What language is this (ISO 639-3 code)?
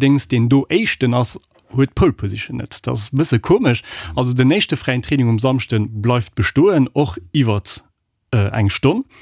ltz